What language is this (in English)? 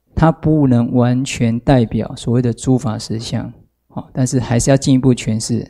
Chinese